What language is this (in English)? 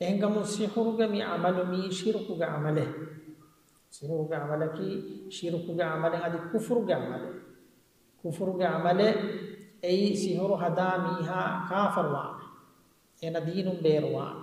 Divehi